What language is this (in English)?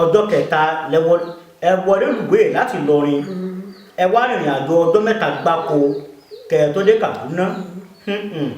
Yoruba